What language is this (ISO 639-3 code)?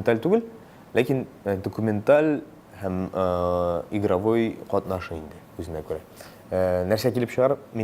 tat